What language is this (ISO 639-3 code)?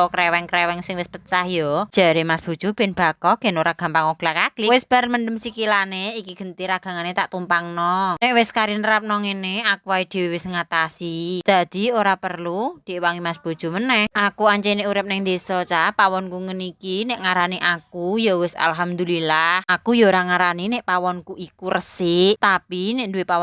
jav